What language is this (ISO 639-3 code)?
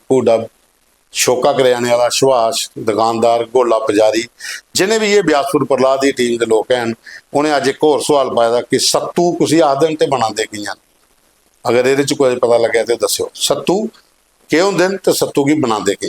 doi